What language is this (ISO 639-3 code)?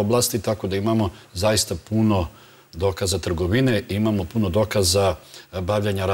srp